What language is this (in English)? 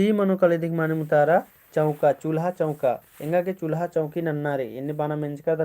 Kurukh